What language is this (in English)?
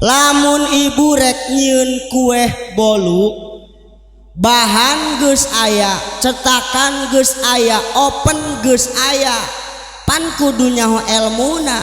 Sundanese